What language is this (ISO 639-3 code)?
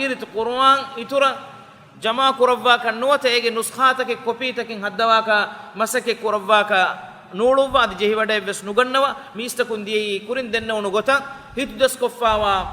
div